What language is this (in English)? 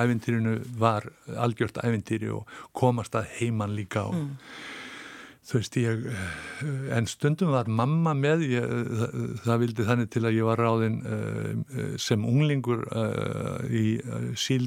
Icelandic